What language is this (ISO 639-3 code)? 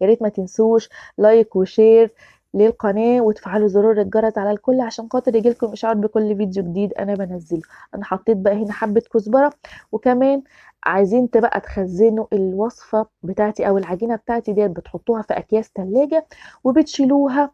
arz